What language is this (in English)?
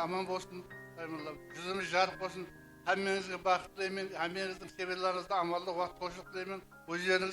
Kara-Kalpak